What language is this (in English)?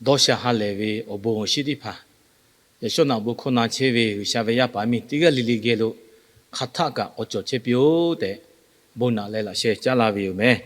Lahu